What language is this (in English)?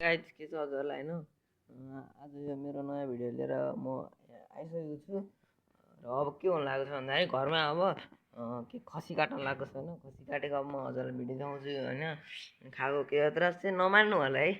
Nepali